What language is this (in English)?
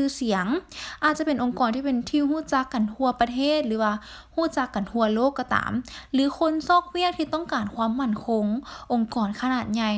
Lao